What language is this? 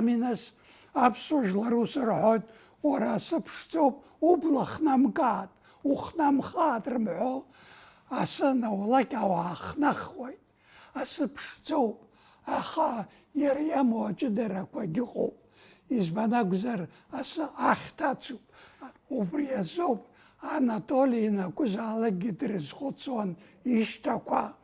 Abkhazian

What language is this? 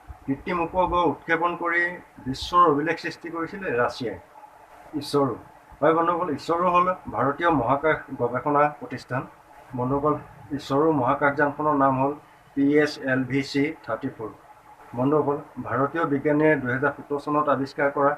Assamese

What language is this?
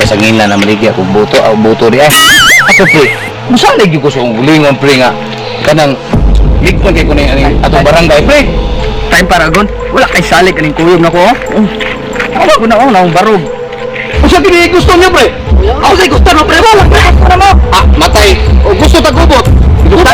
Cebuano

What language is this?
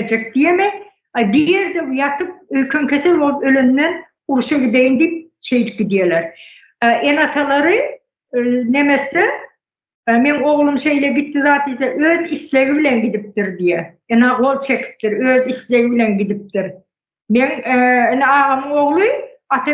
Turkmen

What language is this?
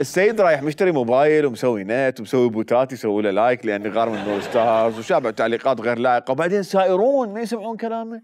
Mesopotamian Arabic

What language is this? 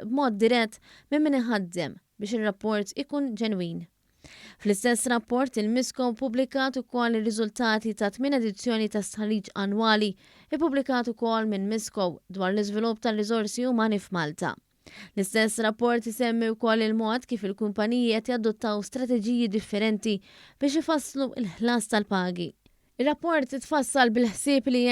Maltese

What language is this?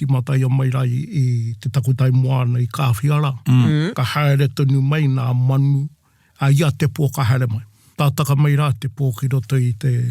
Māori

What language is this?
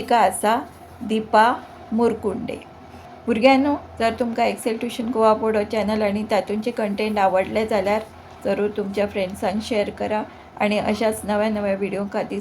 Konkani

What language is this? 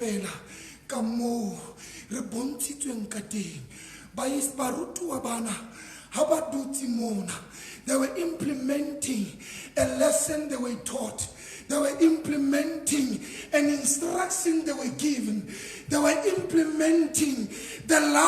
Southern Sotho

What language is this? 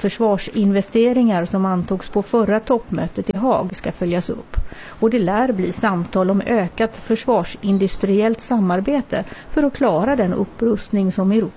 Swedish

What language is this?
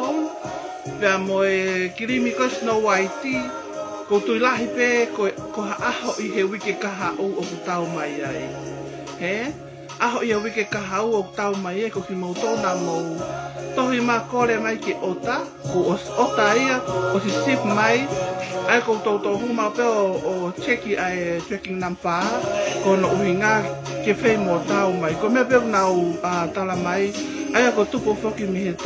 Tongan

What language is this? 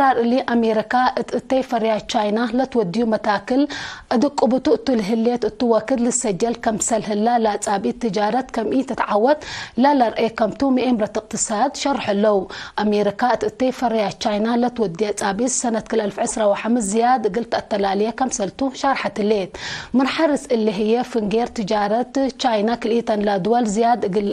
Tigre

